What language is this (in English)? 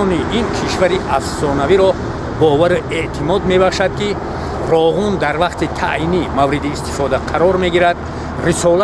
Tajik